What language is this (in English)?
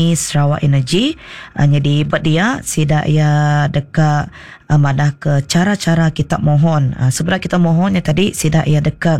Iban